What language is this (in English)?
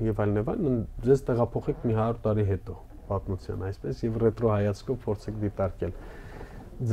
Armenian